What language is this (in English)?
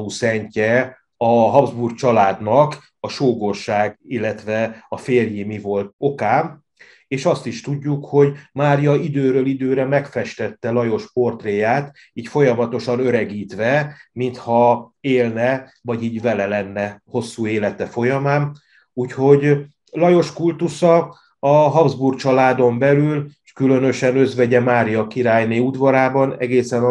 Hungarian